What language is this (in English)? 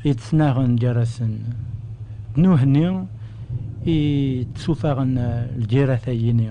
Kabyle